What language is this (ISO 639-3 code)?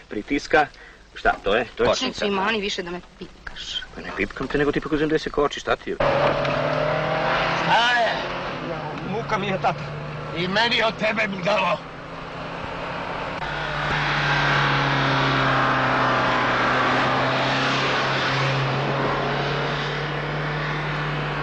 srp